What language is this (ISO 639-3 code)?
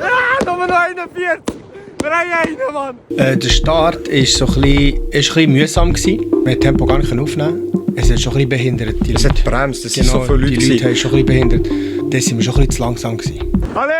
gsw